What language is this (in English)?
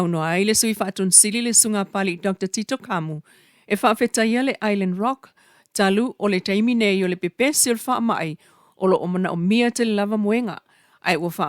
Samoan